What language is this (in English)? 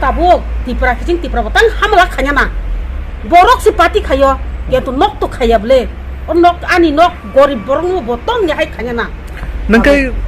Kok Borok